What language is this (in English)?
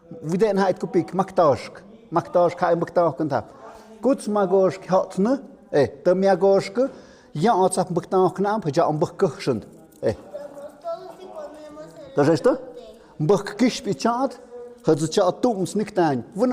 Tlahuitoltepec Mixe